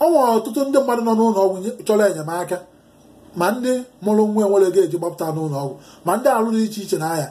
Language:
Igbo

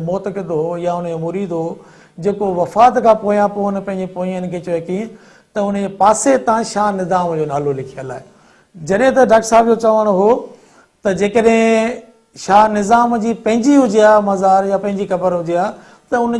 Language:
Sindhi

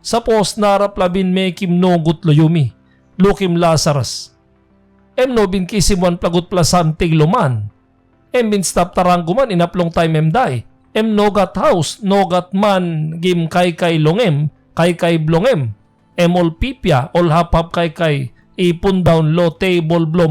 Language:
Tok Pisin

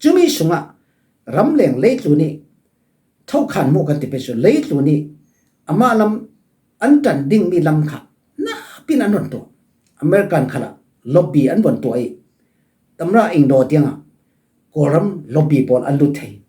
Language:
Falam Chin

